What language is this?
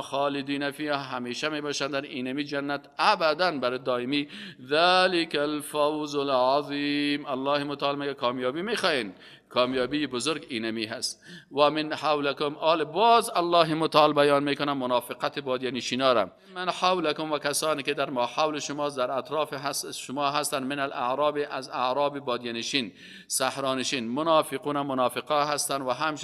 Persian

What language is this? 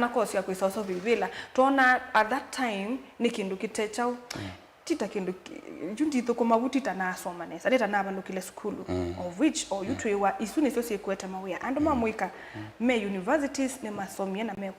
Kamba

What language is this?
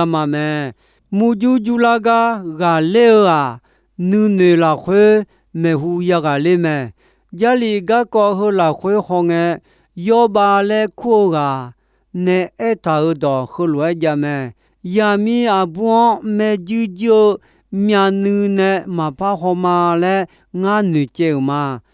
Akha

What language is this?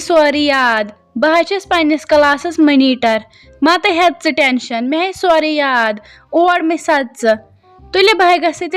Kashmiri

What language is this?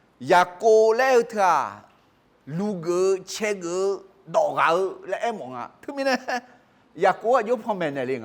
Akha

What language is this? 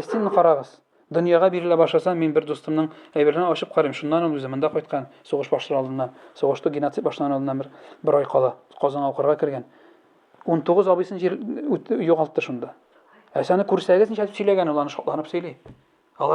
Tatar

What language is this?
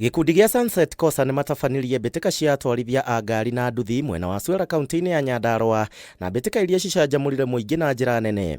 Kikuyu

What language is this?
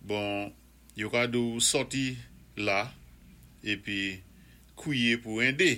Saint Lucian Creole French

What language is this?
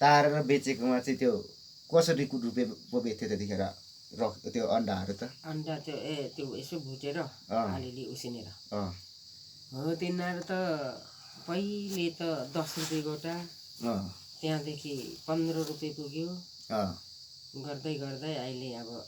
Nepali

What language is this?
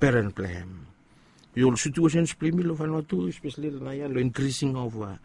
Bislama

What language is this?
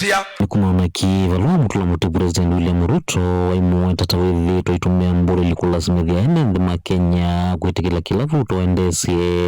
Kamba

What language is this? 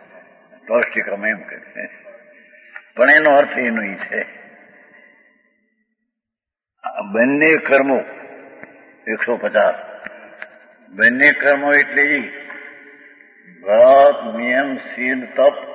Gujarati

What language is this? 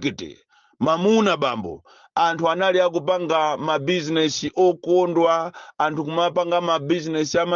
Nyanja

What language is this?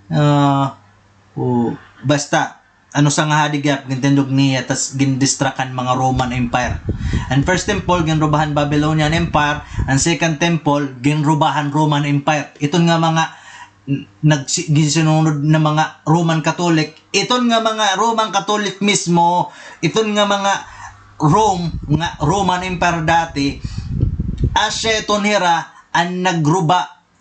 Waray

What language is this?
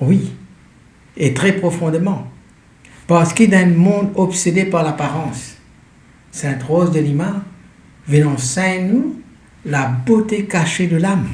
Morisyen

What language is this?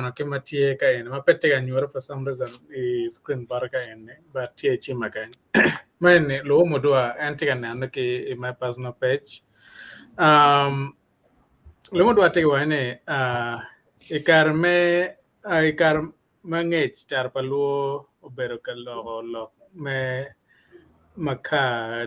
Acoli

